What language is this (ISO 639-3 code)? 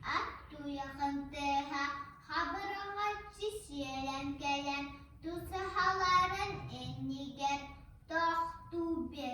sah